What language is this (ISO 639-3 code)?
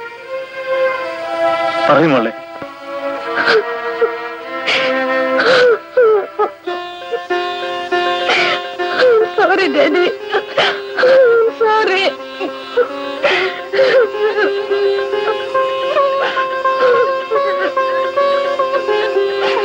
mal